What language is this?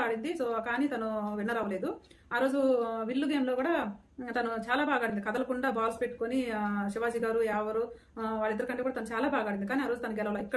Telugu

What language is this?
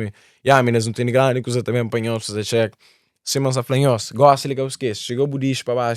Kabuverdianu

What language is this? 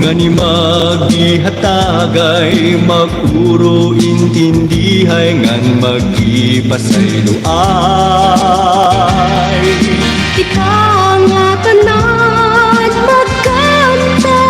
Waray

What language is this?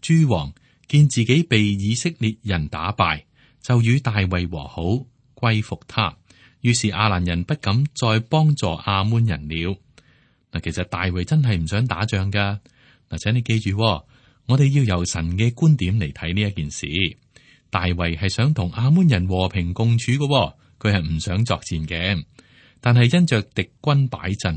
Cantonese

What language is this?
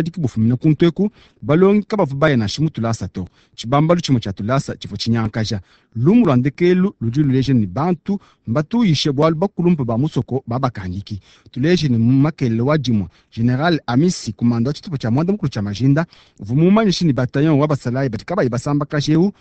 Luba-Lulua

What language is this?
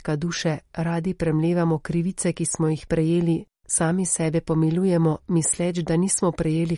Slovenian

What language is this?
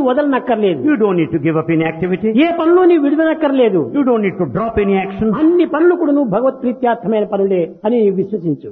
Telugu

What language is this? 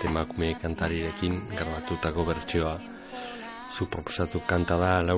Basque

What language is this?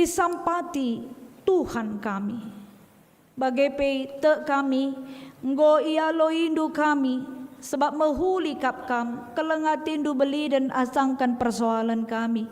Batak Karo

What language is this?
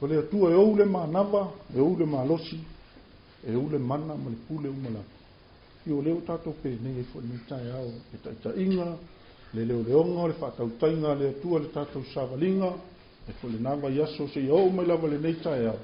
Samoan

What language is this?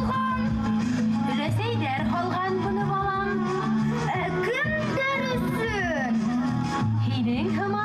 Bashkir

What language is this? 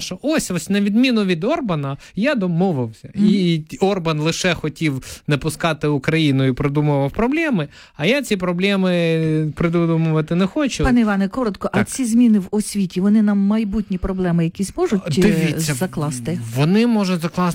Ukrainian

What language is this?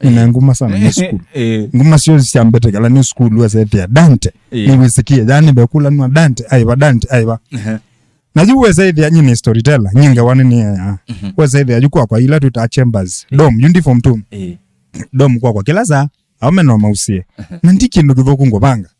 Kamba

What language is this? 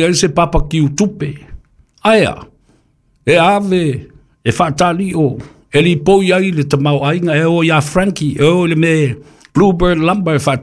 Samoan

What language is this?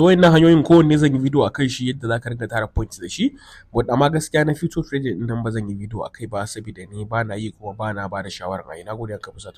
Hausa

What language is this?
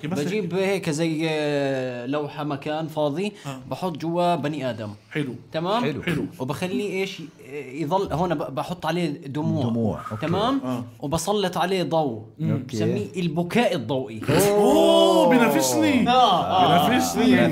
North Levantine Arabic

